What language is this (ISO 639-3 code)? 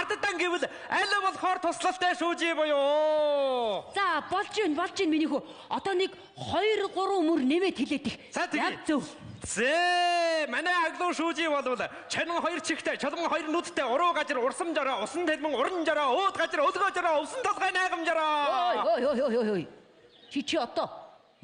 mon